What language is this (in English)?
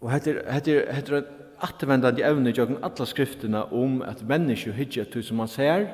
Faroese